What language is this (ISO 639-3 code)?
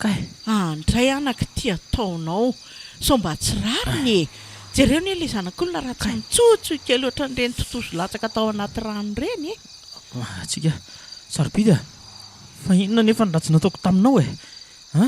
mlg